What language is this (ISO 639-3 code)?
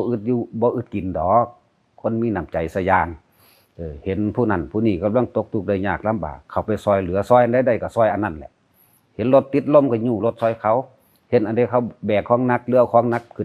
lao